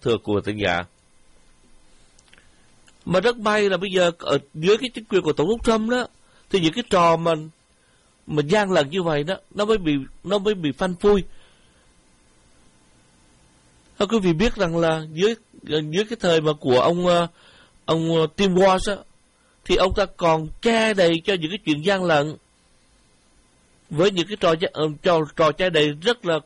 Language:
Vietnamese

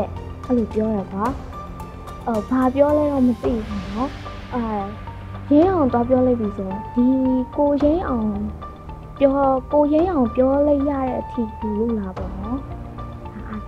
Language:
Burmese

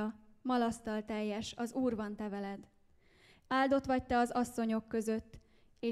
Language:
Hungarian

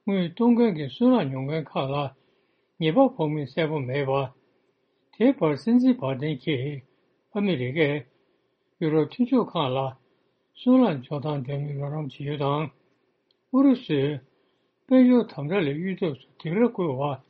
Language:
Tibetan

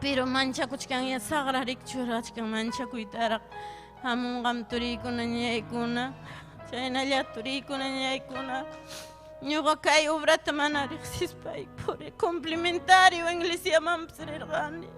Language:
Ayacucho Quechua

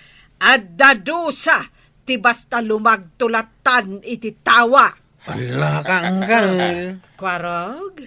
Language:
Iloko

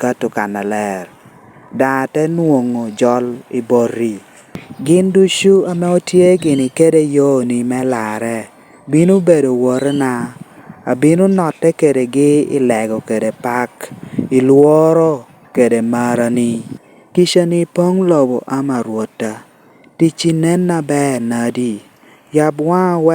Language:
Lango (Uganda)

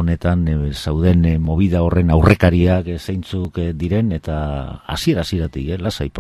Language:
Basque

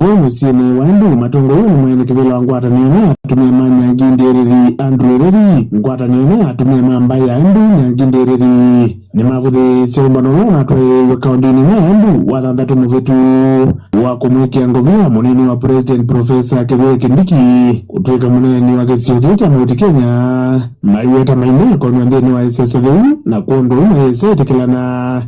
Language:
Kamba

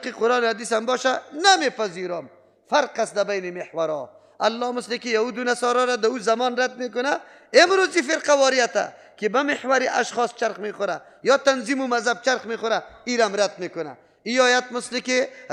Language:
Persian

